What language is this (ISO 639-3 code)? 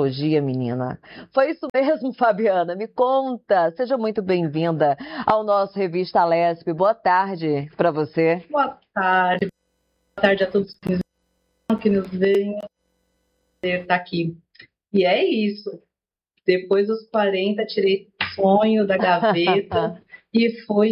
por